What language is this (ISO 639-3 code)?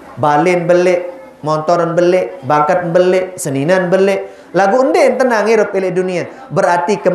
sas